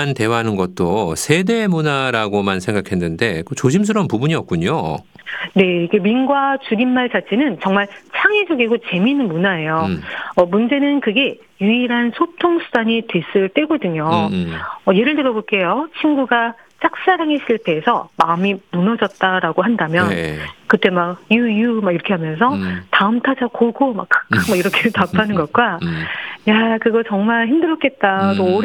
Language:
Korean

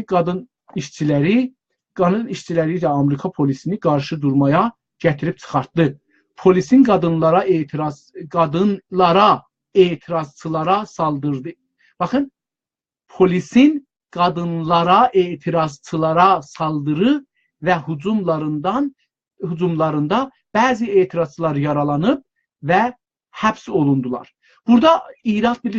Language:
South Azerbaijani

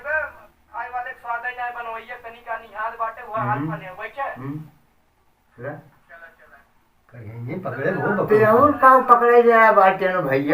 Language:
Awadhi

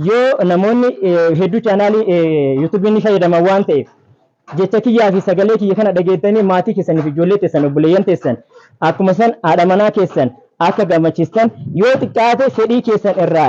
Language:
Oromo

